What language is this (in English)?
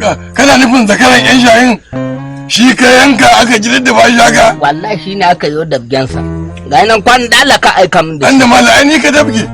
Hausa